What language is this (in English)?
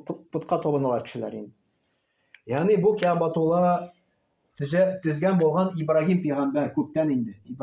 Tatar